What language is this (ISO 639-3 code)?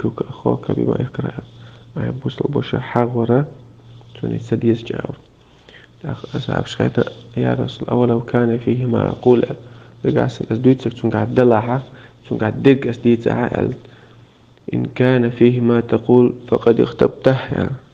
che